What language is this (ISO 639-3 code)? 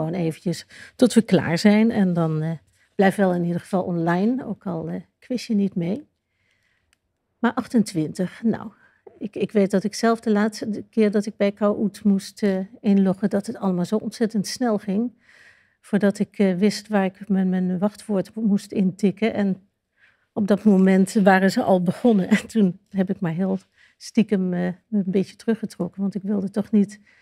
nld